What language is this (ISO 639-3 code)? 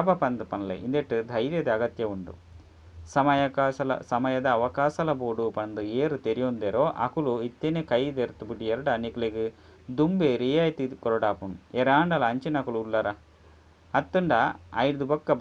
tcy